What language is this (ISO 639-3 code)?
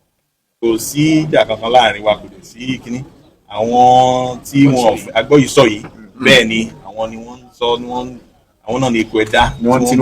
yor